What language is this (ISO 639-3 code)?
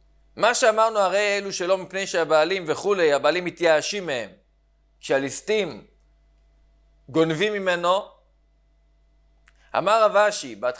heb